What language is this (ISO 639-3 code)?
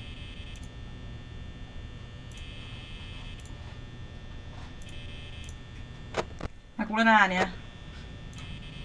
fin